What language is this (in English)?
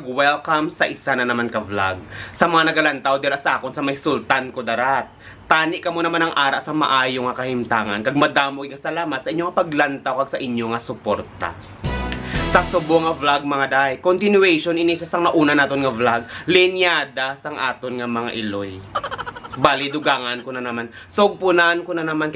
Hiligaynon